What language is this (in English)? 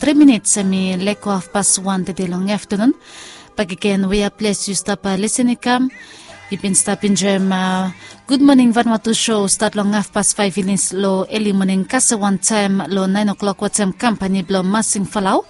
Bislama